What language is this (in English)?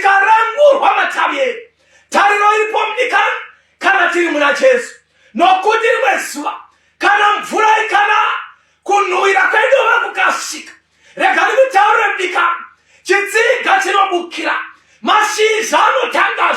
Shona